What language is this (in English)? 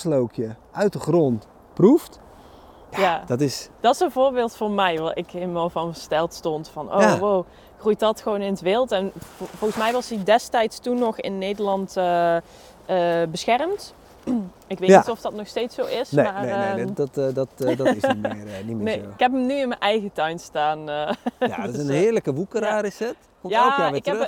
Dutch